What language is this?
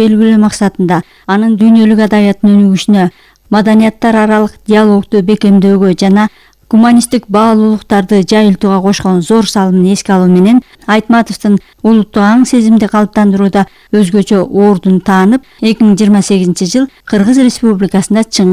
Kyrgyz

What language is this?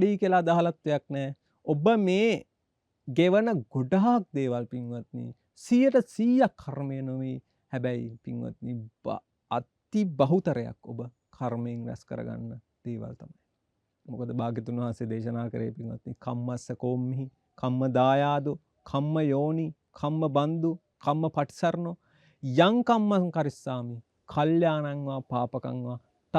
Sinhala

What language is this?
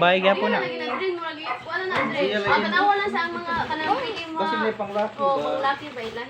Cebuano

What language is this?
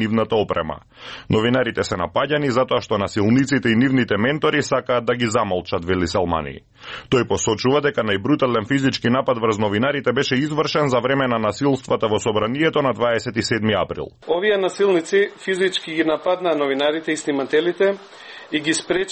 Macedonian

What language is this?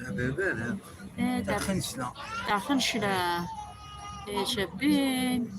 Algerian Arabic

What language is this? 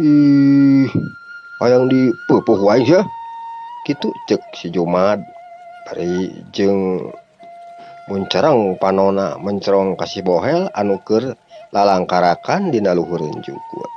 Sundanese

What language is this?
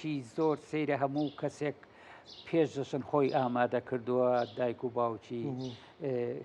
Central Kurdish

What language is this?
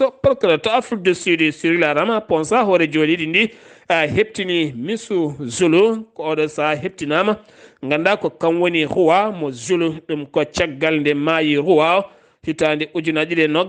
Fula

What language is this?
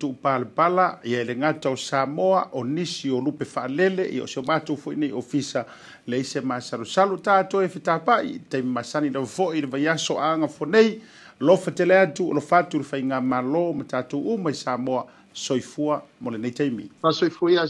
Samoan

